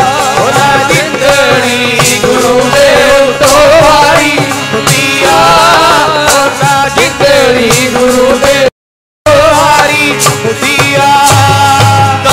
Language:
Punjabi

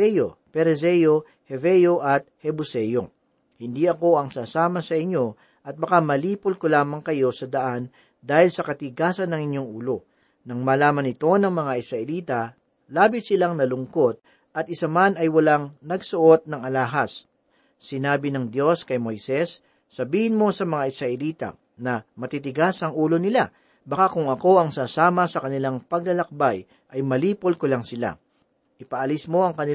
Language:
Filipino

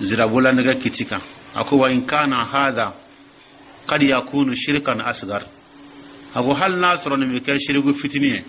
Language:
Dyula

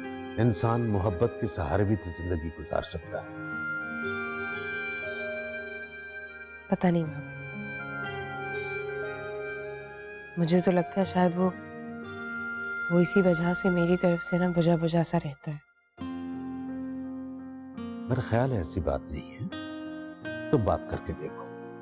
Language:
Hindi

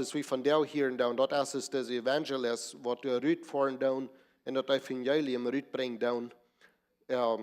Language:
Plautdietsch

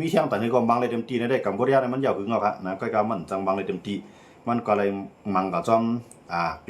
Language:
Shan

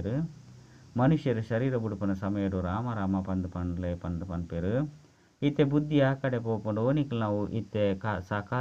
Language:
Tulu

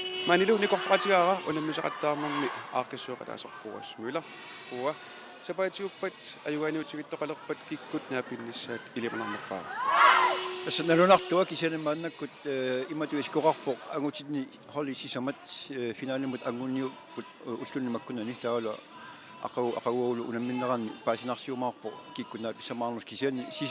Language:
Kalaallisut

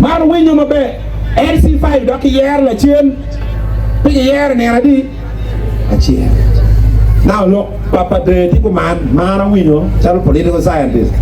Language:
Acoli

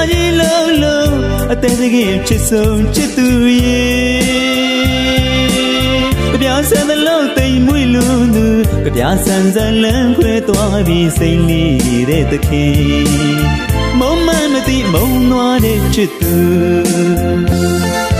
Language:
Burmese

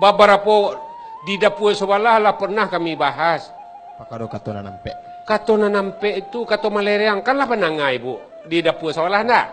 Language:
Minangkabau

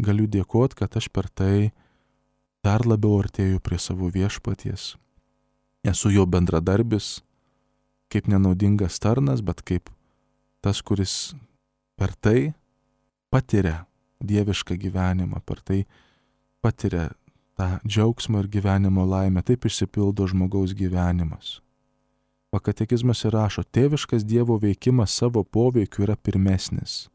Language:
Lithuanian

